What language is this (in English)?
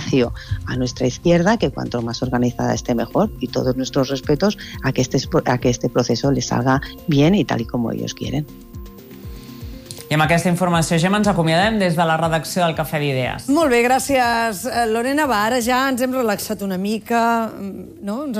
Catalan